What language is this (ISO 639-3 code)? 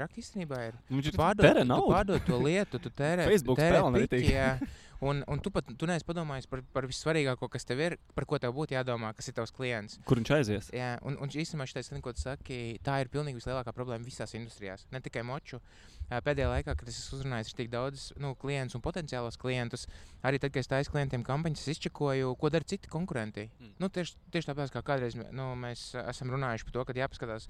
lav